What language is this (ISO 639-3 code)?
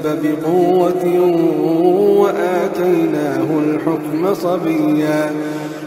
ara